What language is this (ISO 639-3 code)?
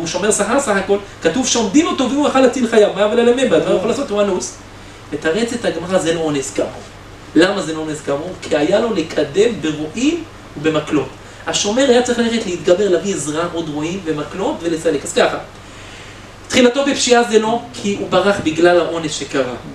heb